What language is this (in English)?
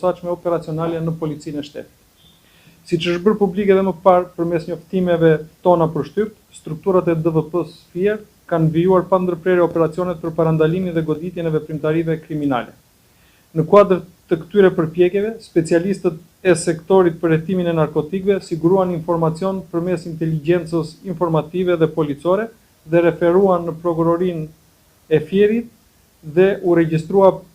Albanian